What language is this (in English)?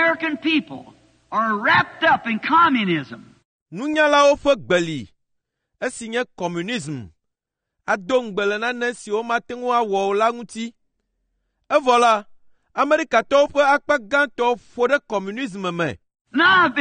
Ewe